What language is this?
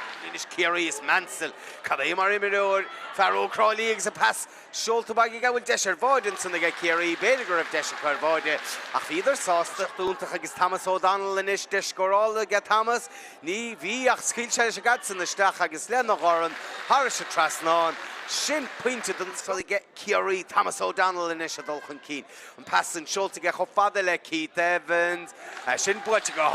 Irish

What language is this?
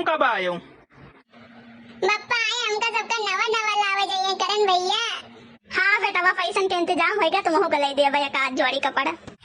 Awadhi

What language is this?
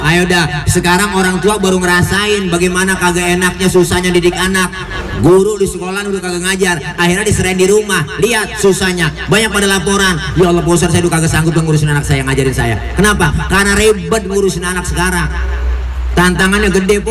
Betawi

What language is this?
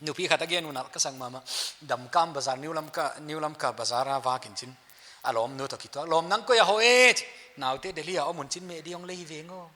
Paite Chin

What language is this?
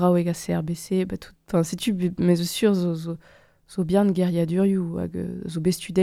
Breton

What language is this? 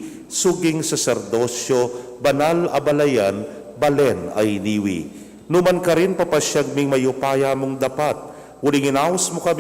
Pampanga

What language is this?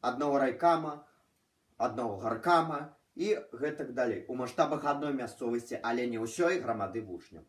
Belarusian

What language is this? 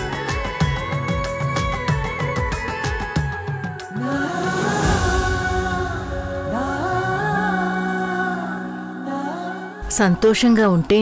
Telugu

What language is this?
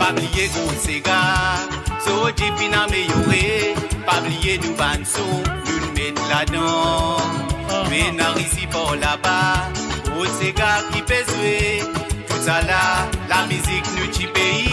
Morisyen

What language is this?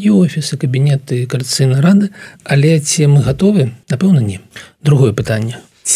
Belarusian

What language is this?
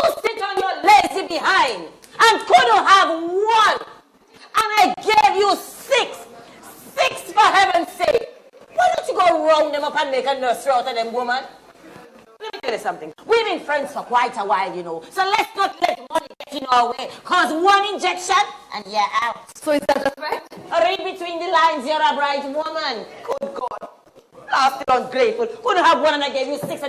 Jamaican Creole English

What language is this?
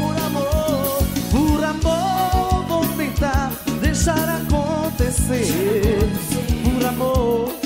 Portuguese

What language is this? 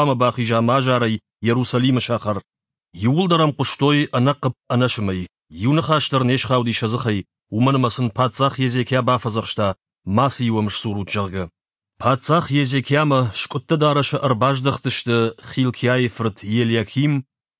Ossetic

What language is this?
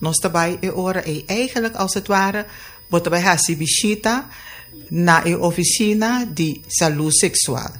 Papiamento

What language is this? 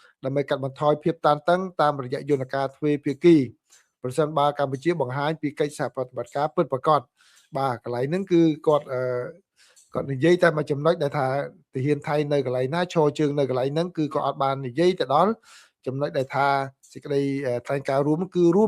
Khmer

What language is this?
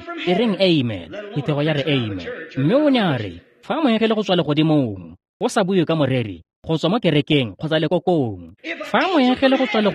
Tswana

